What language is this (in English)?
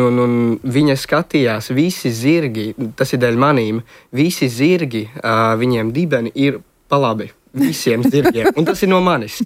Latvian